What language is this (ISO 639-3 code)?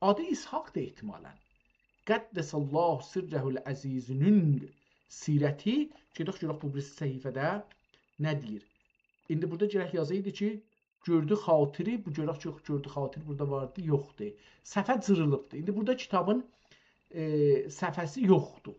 azb